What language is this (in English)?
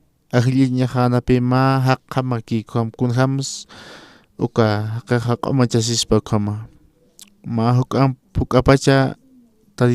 Aymara